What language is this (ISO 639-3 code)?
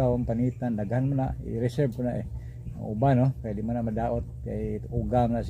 ceb